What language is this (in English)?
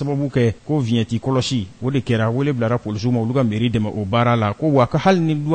Bambara